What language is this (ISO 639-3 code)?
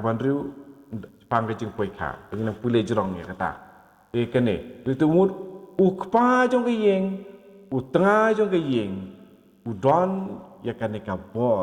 kha